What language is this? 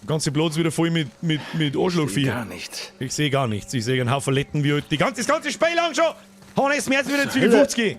Bavarian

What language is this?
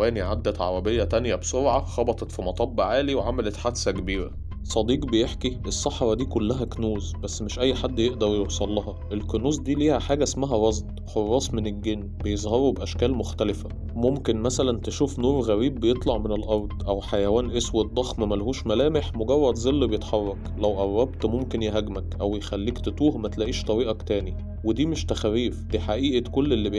Egyptian Arabic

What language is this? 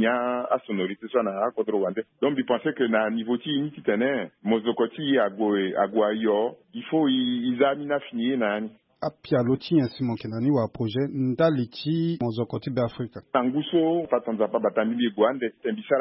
Sango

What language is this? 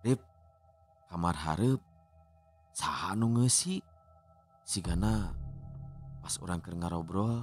Sundanese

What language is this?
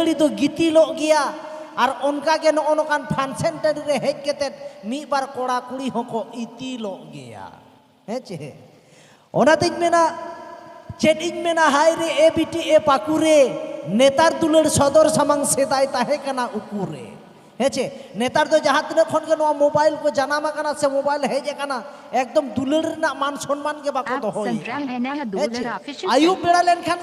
Santali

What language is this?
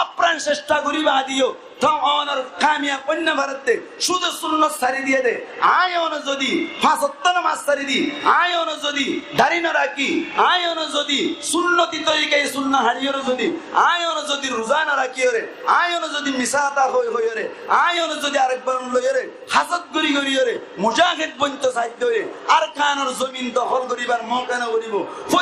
Rohingya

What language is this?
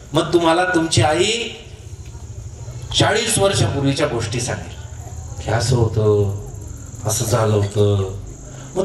Marathi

